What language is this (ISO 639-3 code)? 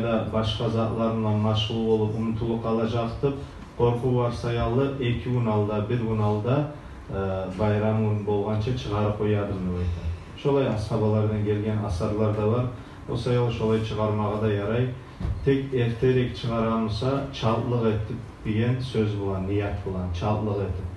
kum